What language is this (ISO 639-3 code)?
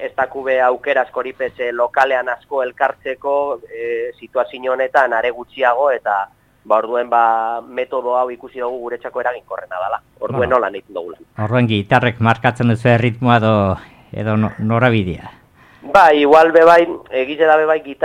eus